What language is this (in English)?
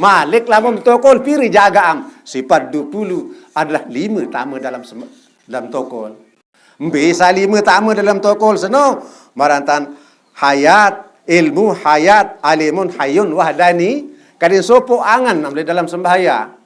Sasak